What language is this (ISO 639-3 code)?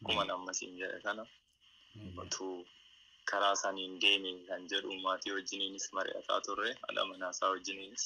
orm